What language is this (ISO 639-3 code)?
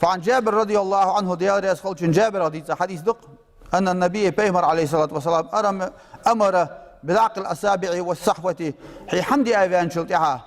inh